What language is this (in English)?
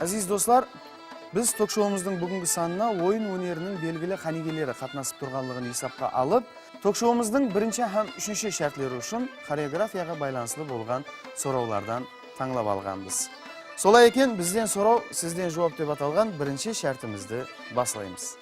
Kara-Kalpak